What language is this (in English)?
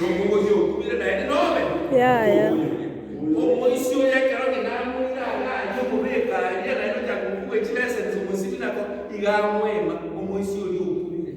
Gusii